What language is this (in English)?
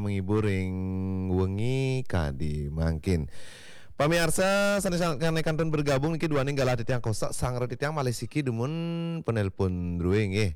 Balinese